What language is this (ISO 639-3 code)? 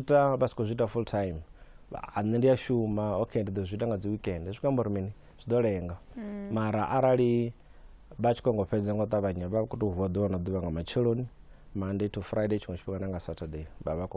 ven